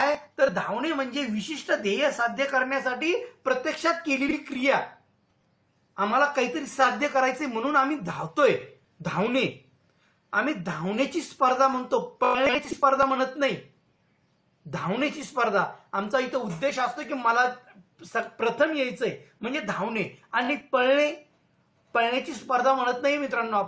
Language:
Marathi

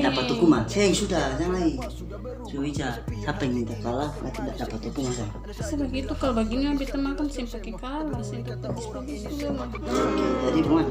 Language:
Ambonese Malay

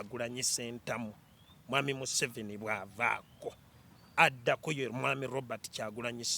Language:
Ganda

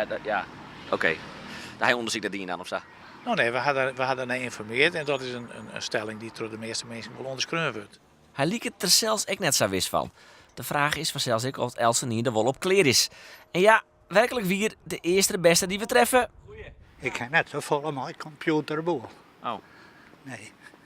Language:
Western Frisian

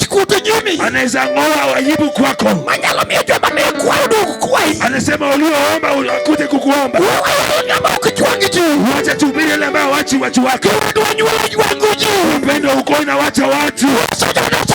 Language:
Luo (Kenya and Tanzania)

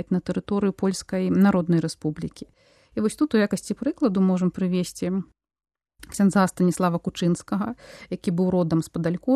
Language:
Belarusian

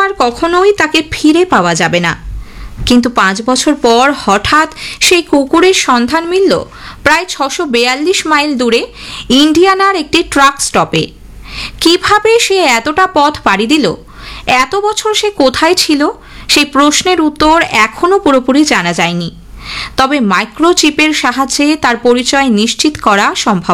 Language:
Bangla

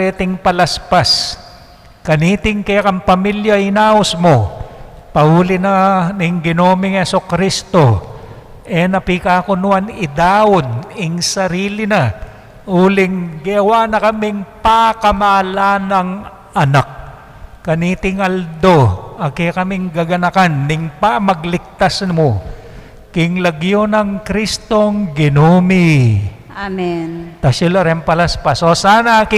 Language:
Pampanga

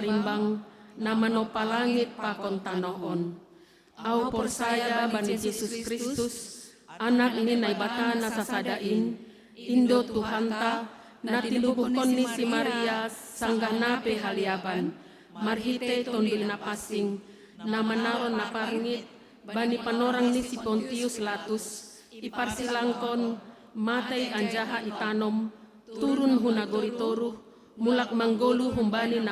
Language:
Batak Simalungun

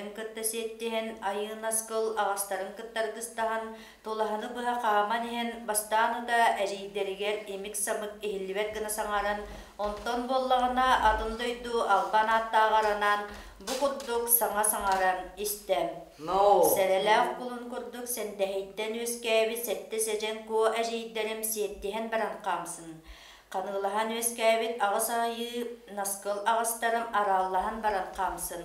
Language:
Yakut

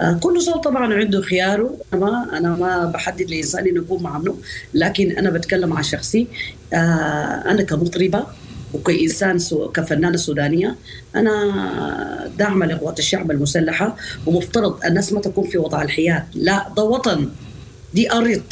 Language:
Sudanese Arabic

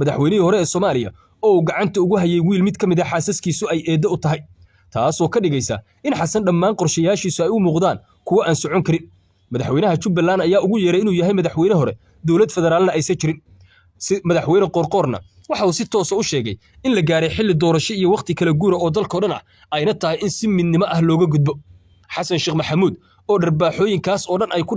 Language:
Somali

